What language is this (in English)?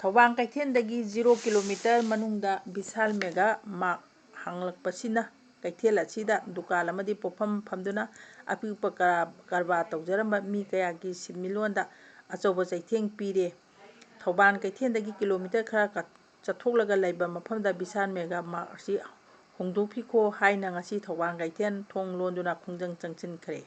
Manipuri